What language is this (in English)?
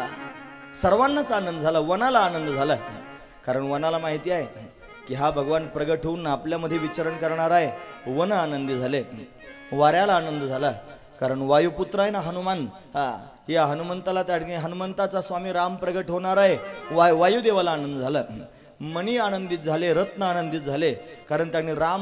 Marathi